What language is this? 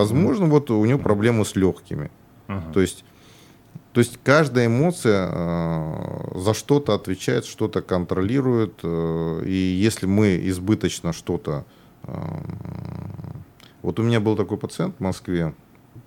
Russian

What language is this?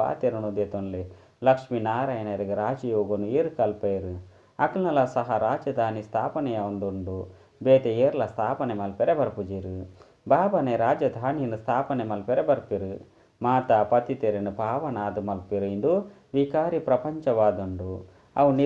Tulu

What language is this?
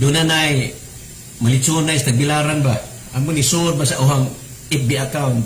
Cebuano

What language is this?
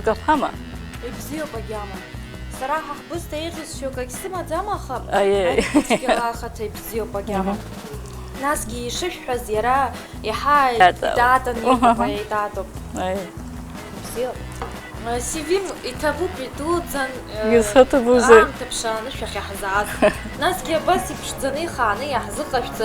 Abkhazian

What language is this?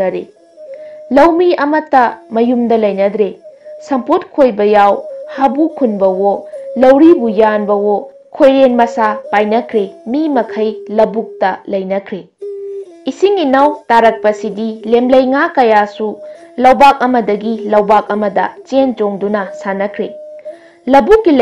Manipuri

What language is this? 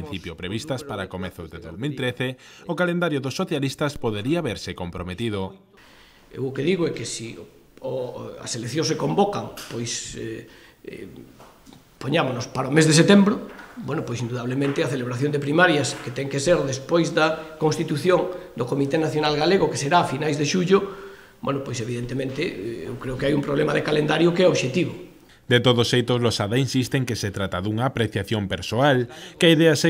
Galician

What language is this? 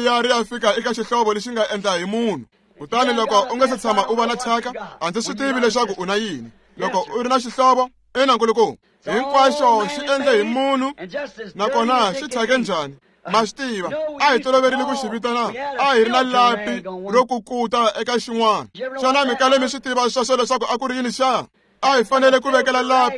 Tsonga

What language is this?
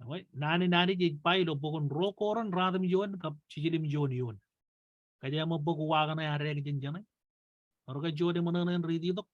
Marshallese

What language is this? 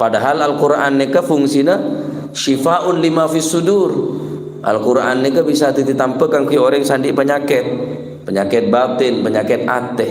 Madurese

